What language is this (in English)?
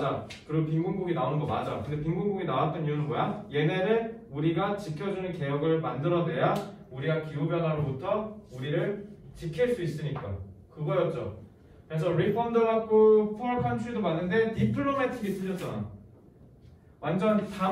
Korean